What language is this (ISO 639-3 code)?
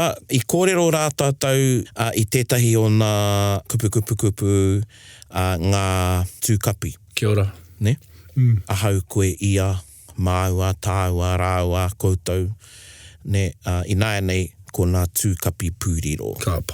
mri